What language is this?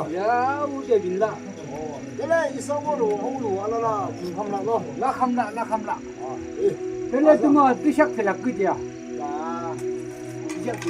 Yimchungru Naga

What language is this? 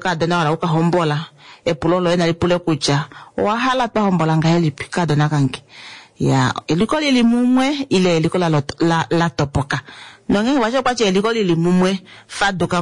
Kuanyama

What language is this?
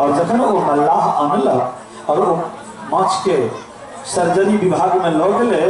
Maithili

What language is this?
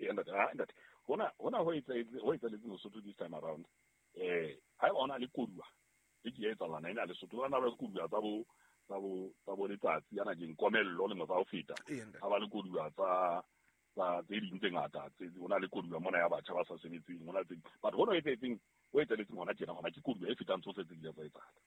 Southern Sotho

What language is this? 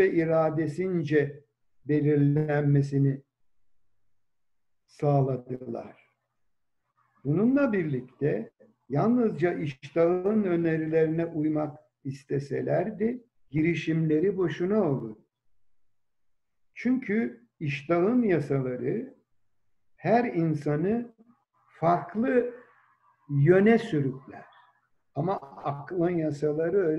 Turkish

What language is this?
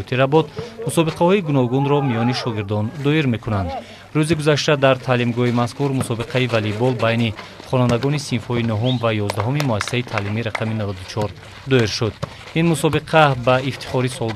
Tajik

